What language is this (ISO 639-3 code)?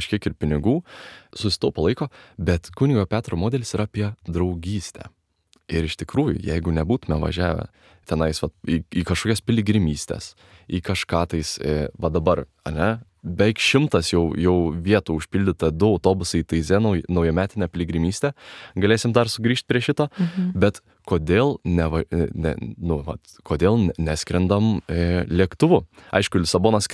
lit